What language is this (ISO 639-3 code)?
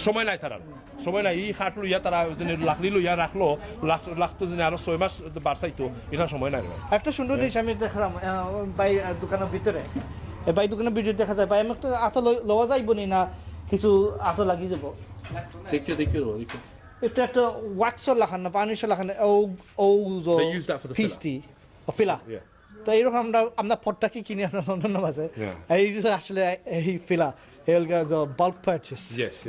syl